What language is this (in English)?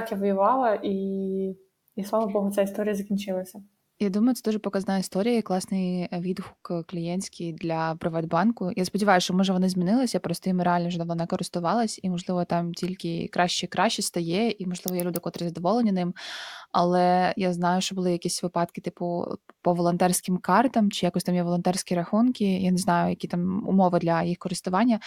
Ukrainian